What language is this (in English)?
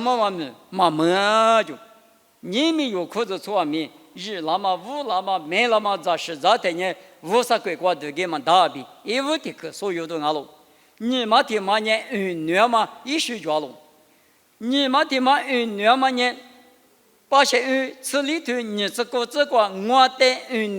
Lisu